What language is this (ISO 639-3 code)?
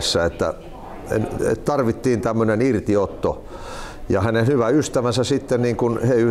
fin